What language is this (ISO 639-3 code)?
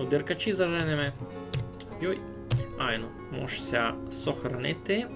rue